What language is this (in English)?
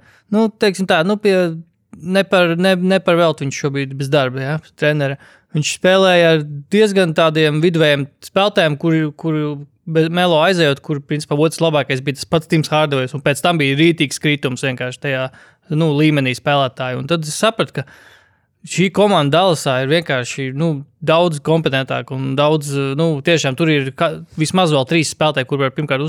Latvian